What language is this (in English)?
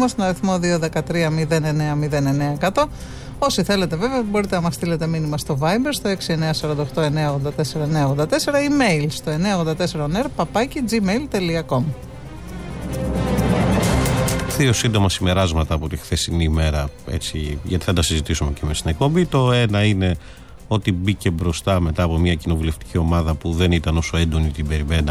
Greek